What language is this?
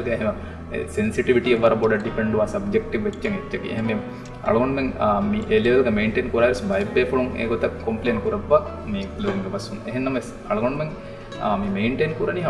Divehi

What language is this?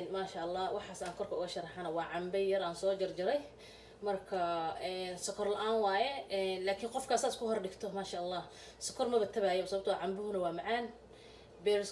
Somali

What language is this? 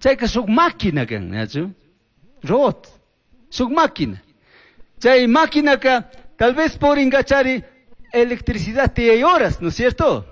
Chimborazo Highland Quichua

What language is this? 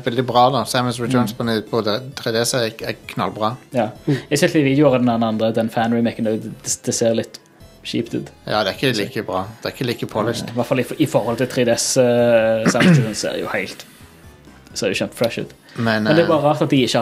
Norwegian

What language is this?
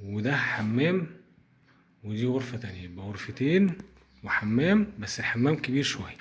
Egyptian Arabic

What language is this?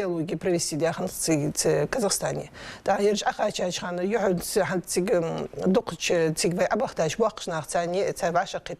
Ingush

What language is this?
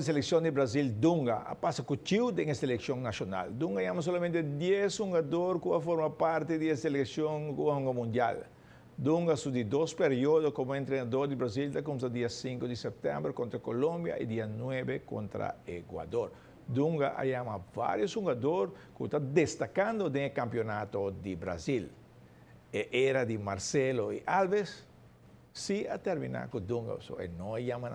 Papiamento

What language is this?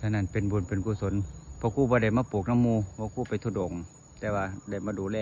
Northeastern Thai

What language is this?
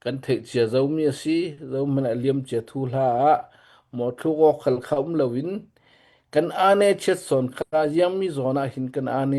Hakha Chin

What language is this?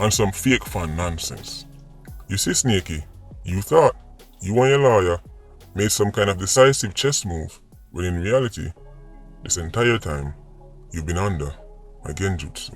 Jamaican Creole English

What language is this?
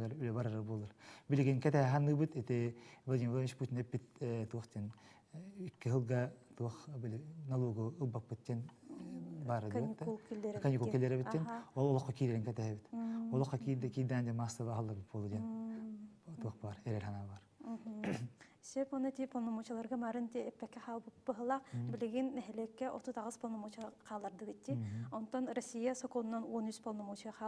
Yakut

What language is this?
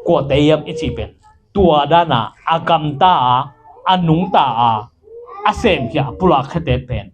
Tedim Chin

